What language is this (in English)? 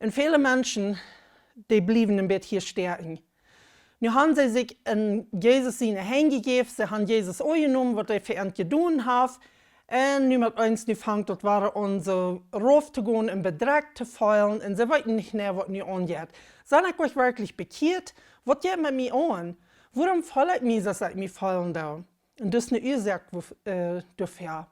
Plautdietsch